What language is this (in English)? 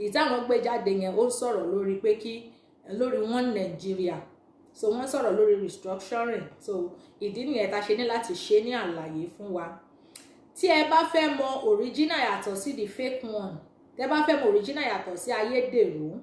Yoruba